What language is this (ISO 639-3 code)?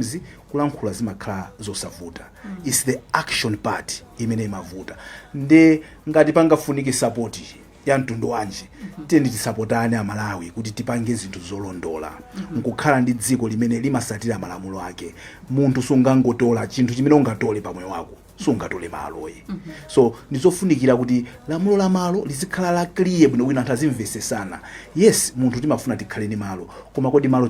nya